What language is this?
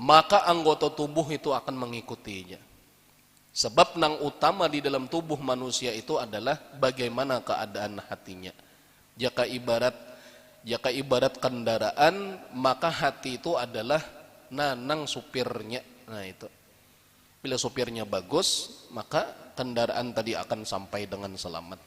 Banjar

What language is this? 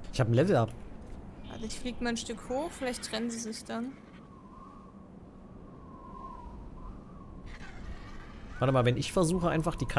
German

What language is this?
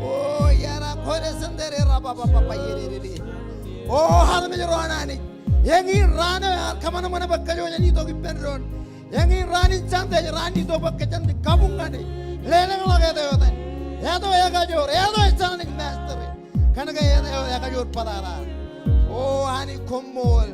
Marshallese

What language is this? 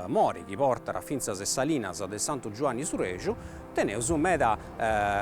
Sardinian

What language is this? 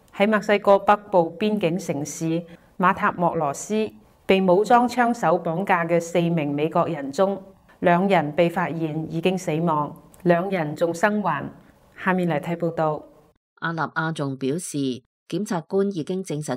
Cantonese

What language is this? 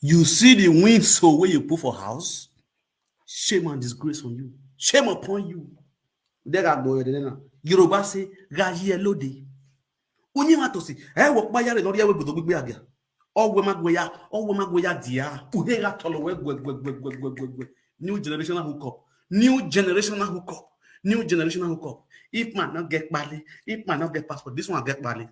Nigerian Pidgin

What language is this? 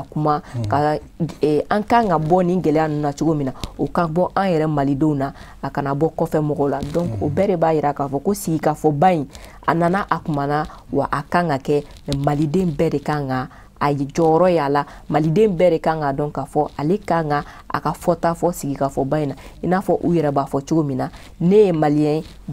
Bambara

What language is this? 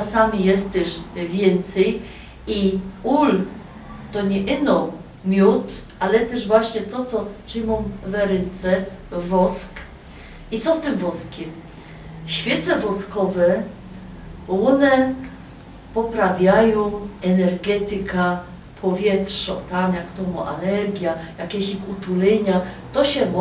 Silesian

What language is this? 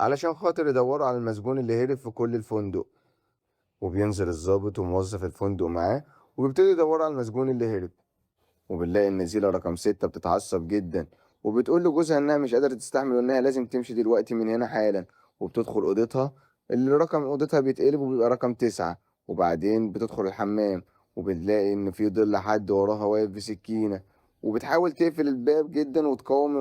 Egyptian Arabic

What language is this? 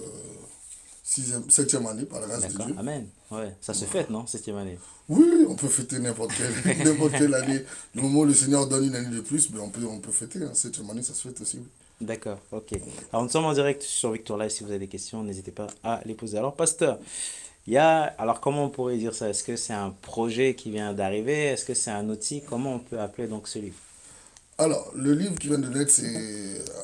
French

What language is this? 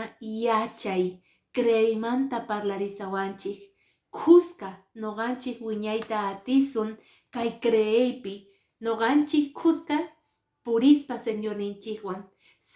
Quechua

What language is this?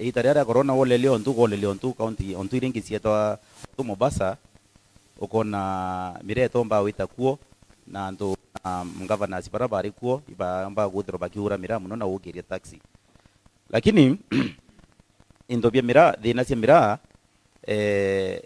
Meru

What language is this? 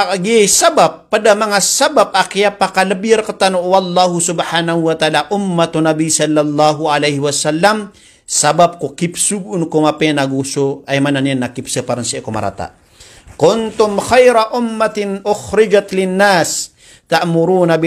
Maranao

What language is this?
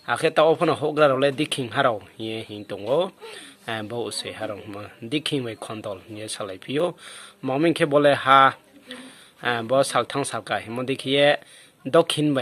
Riang (India)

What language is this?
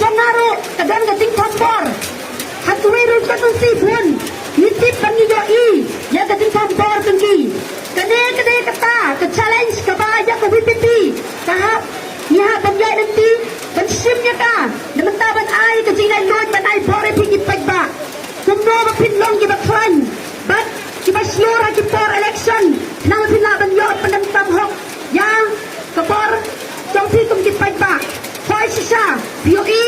Khasi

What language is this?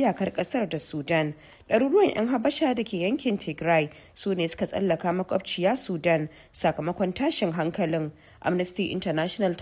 Hausa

